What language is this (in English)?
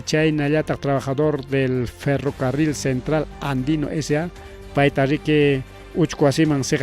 Ayacucho Quechua